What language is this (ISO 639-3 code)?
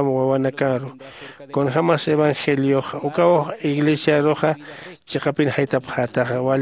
aym